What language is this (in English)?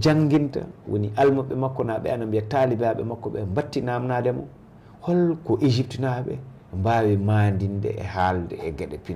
Fula